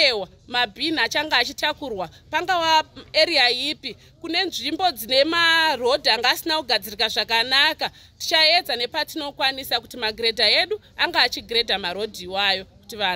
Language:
Shona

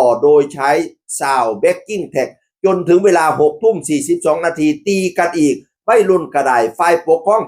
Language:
Northeastern Thai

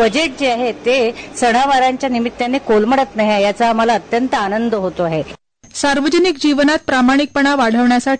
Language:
Marathi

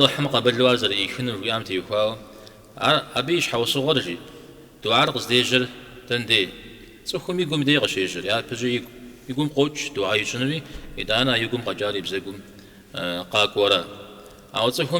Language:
Kabardian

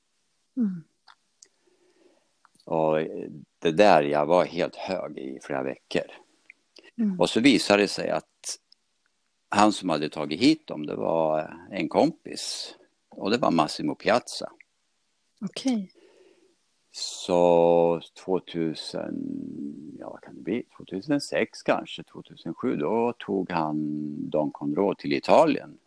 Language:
Swedish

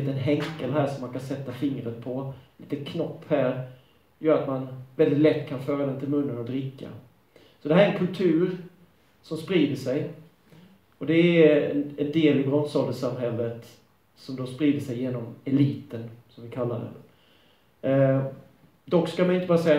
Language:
Swedish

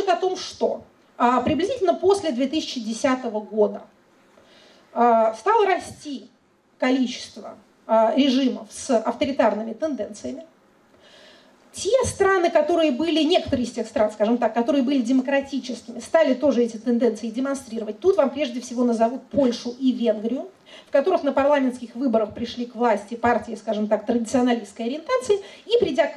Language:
Russian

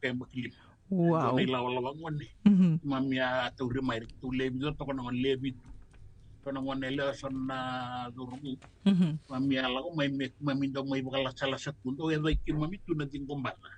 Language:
Fijian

